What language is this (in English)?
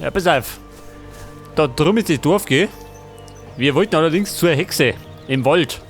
Bavarian